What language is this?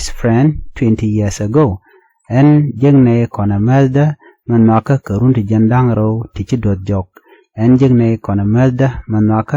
Nuer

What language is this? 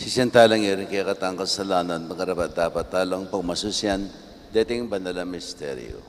Pampanga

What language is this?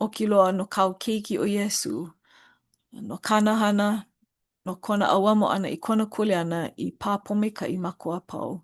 Hawaiian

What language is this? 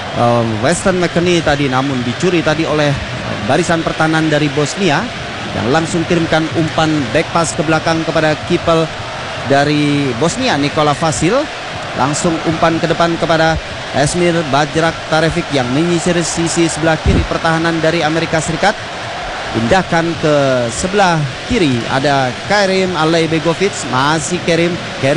Indonesian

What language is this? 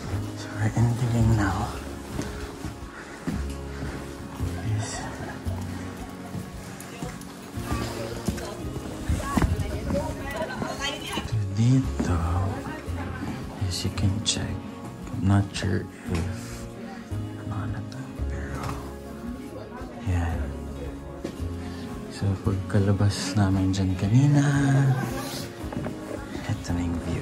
Filipino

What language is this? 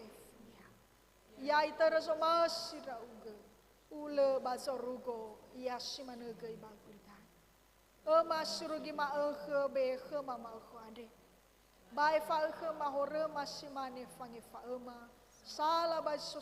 Nias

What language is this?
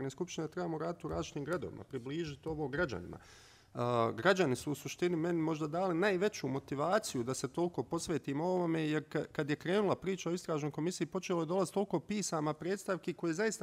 Bosnian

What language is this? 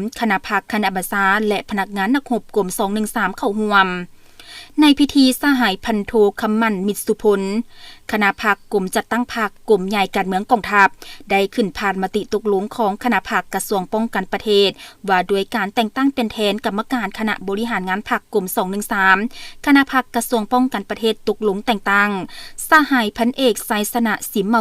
Lao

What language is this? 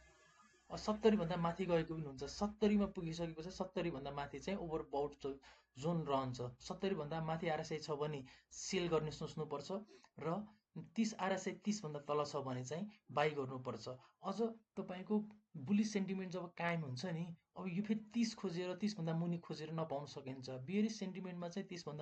Nepali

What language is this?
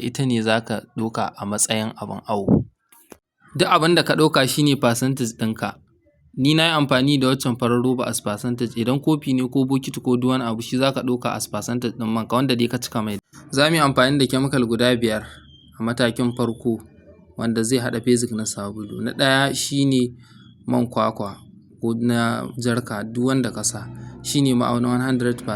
Hausa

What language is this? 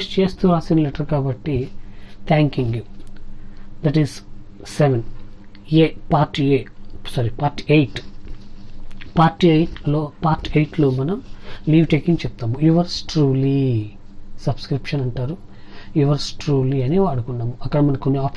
Telugu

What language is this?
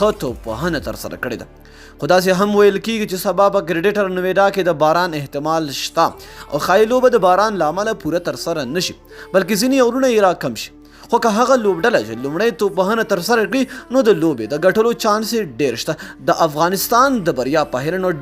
Pashto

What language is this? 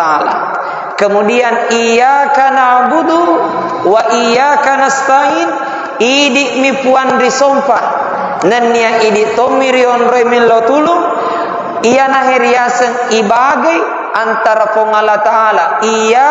Buginese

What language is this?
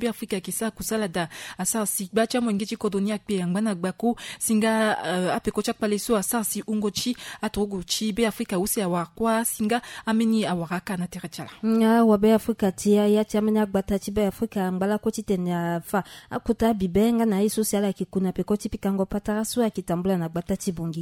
Sango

